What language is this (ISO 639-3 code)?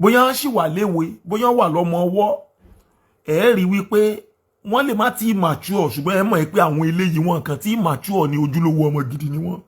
yor